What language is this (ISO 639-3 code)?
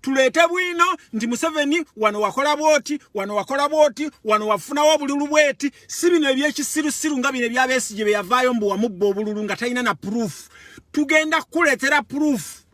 lug